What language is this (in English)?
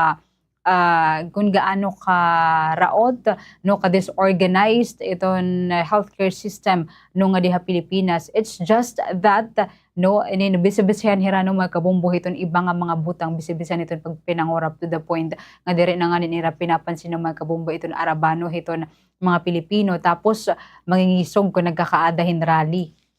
Waray